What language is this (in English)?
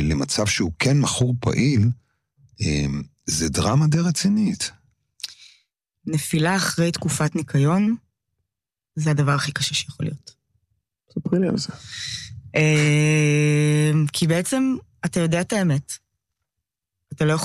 Hebrew